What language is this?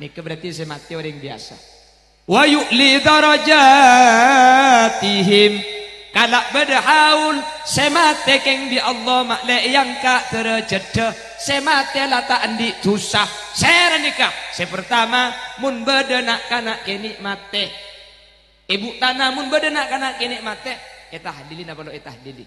Madurese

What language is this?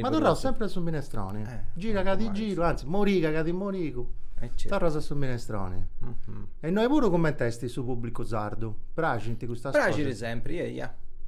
Sardinian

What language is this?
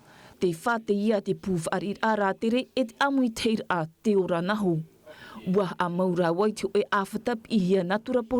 Tahitian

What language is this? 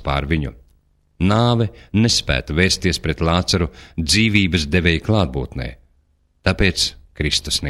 Latvian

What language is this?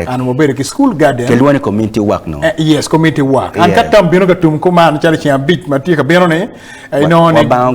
Acoli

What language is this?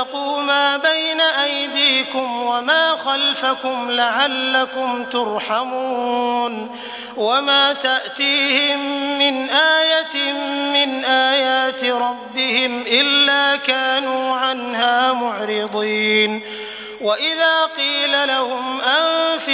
Arabic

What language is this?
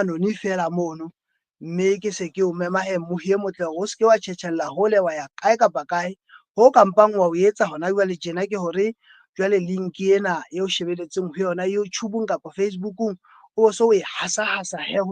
Southern Sotho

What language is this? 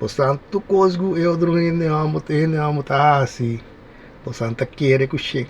Papiamento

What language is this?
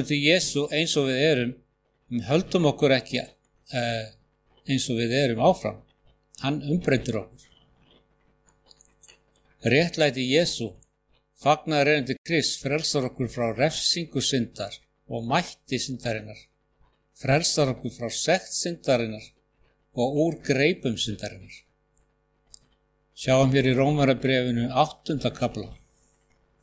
Icelandic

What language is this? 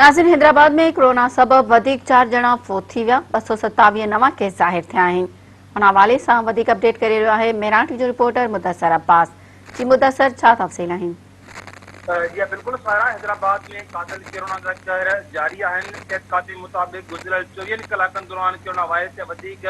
Sindhi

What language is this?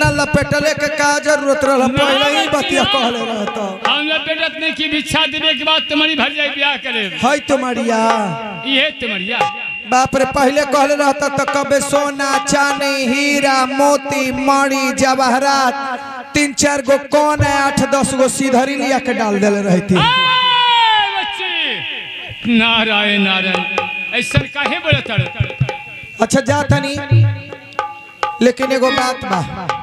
Bhojpuri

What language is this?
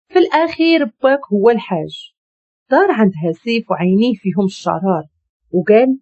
Moroccan Arabic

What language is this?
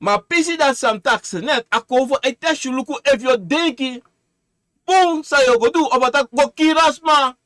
Sranan Tongo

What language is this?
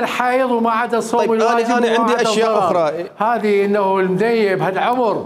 Mesopotamian Arabic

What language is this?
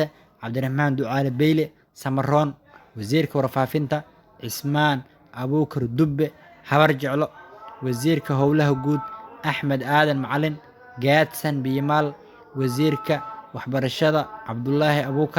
Somali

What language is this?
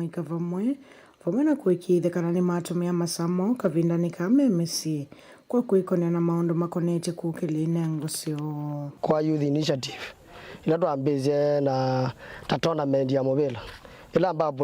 Kamba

